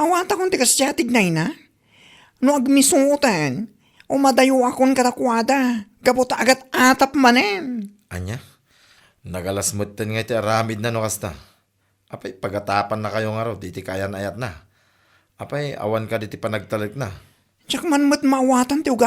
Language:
Iloko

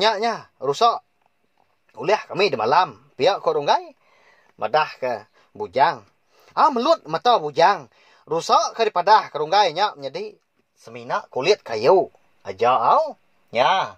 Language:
Iban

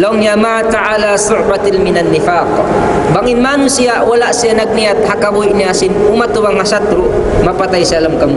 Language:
Tausug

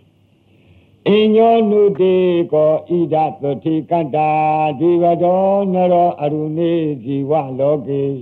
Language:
Burmese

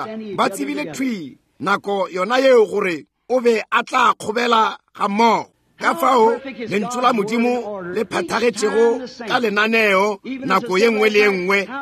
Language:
Northern Sotho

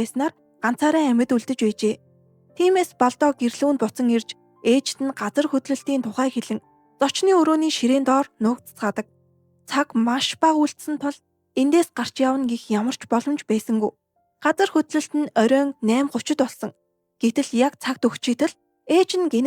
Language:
Mongolian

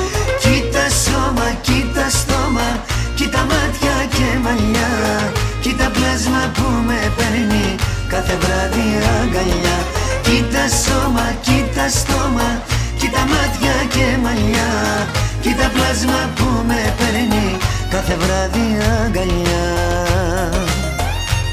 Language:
Greek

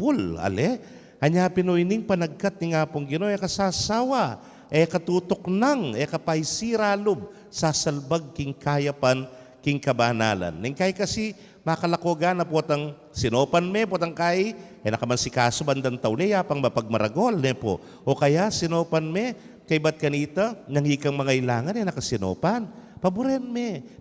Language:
Pampanga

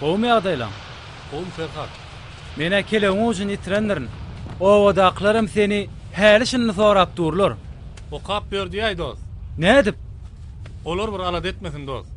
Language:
Turkmen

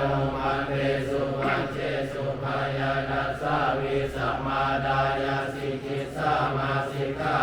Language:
Pali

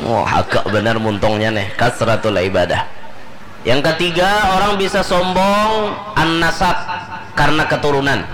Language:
Banjar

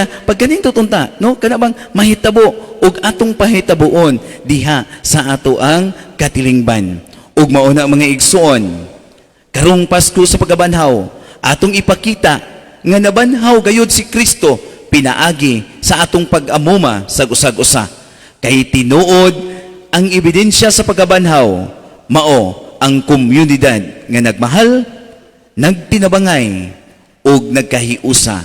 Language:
Cebuano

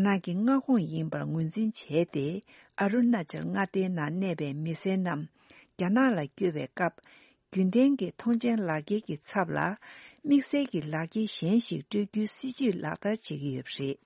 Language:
Tibetan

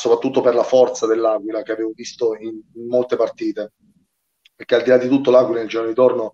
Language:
Italian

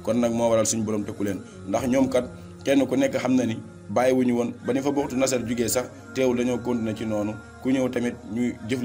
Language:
Wolof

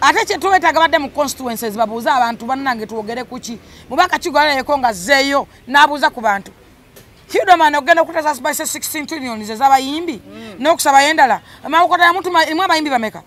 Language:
Ganda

